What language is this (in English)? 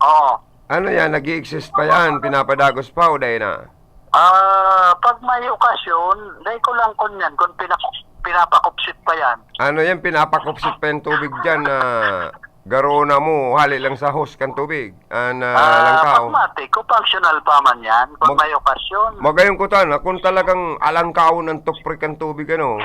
Bikol